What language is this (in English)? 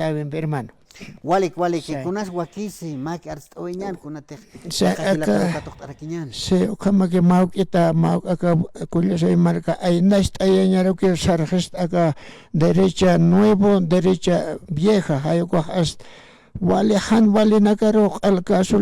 Aymara